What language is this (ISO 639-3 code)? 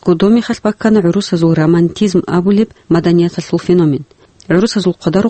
ava